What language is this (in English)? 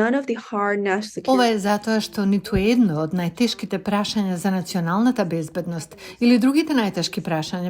Macedonian